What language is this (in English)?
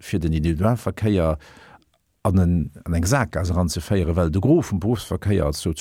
Luxembourgish